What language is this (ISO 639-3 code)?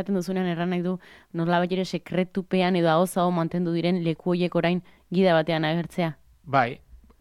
eus